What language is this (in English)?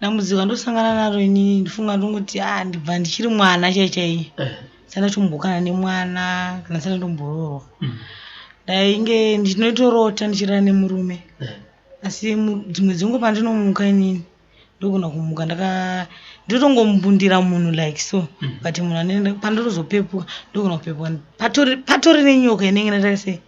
Shona